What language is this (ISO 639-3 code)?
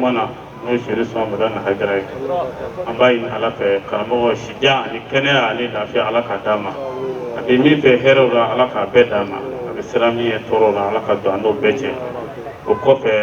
bam